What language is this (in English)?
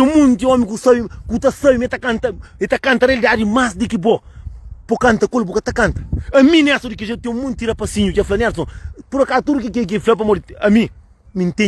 Kabuverdianu